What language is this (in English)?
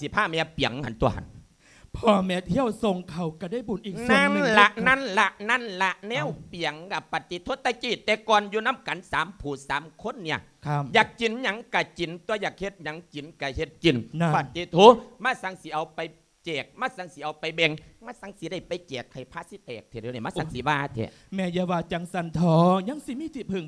Lao